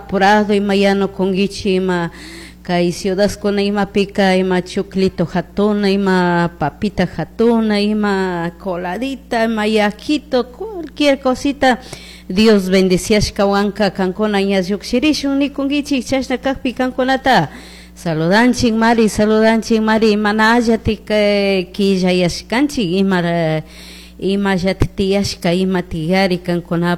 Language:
Chimborazo Highland Quichua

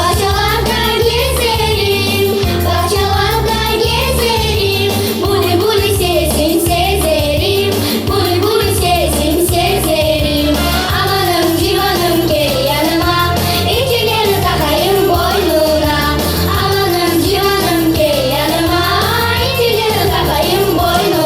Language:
Crimean Tatar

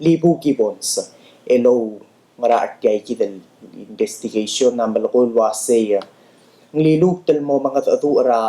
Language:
Palauan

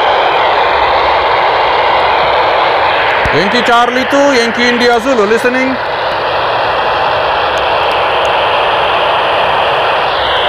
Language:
Indonesian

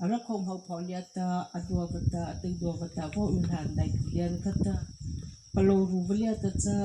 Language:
Mara Chin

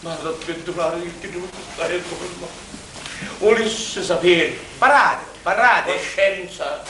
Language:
Sicilian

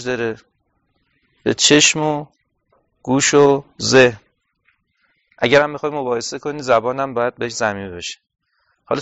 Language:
Persian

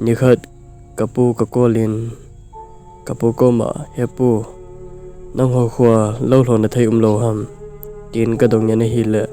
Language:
Thado Chin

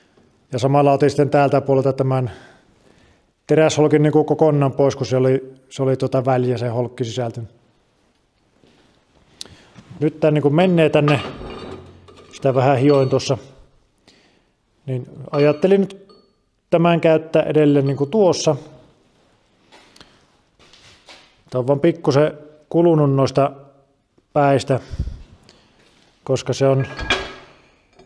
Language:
Finnish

